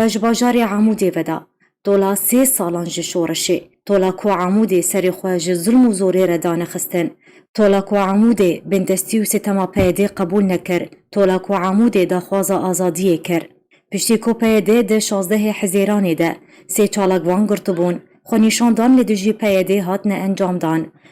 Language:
Kurdish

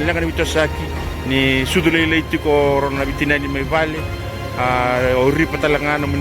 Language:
Fijian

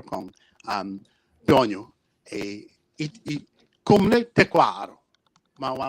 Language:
Acoli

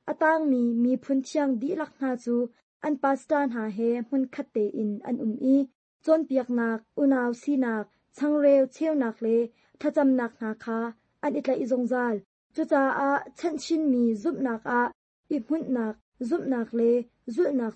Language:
Hakha Chin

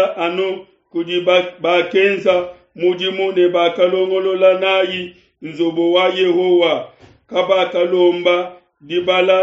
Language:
Luba-Lulua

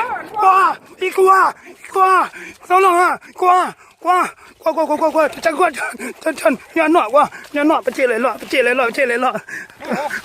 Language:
Minangkabau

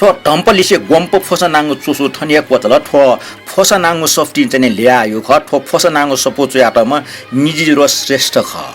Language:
Newari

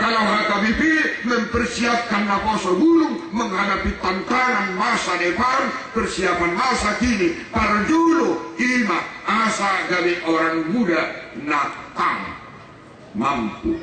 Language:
Batak Toba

